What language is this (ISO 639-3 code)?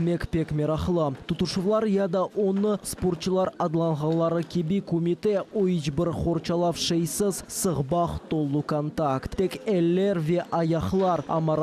crh